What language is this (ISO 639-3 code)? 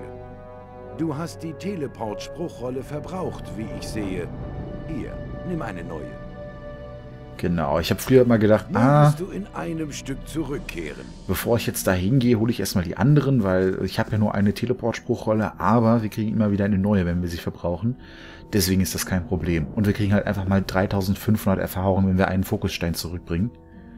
deu